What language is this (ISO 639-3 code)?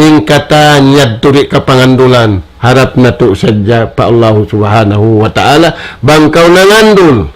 tsg